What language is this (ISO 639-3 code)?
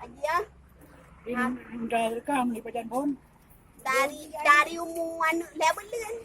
ace